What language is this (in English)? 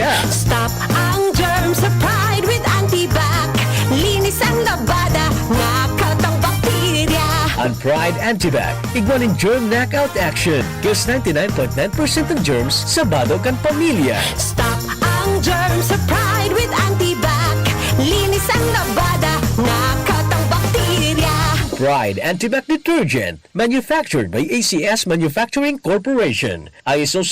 Bikol